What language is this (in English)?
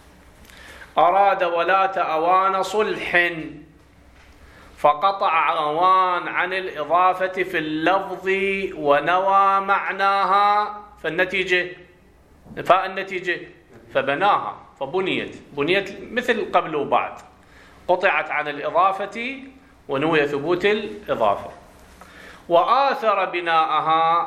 Arabic